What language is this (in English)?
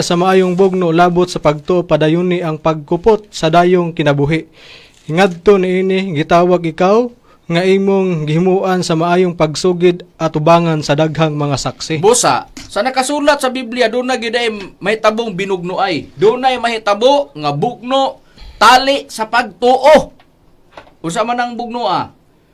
Cebuano